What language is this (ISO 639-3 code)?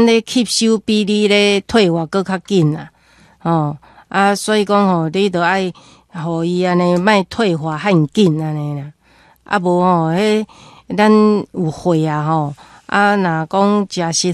nan